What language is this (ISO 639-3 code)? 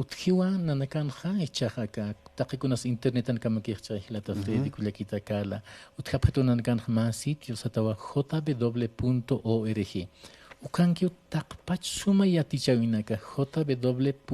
aym